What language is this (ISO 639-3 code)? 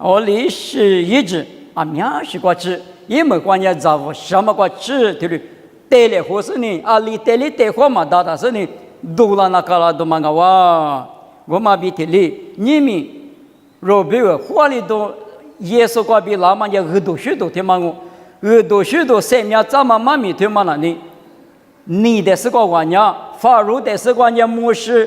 lis